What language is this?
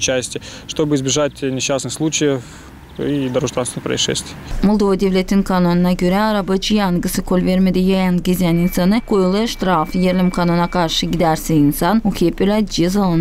Gagauz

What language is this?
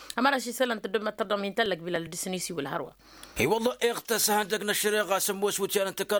Tamasheq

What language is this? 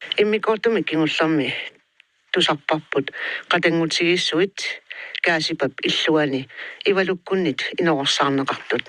Kalaallisut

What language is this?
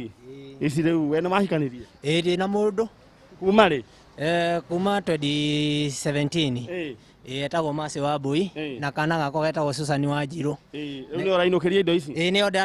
Kikuyu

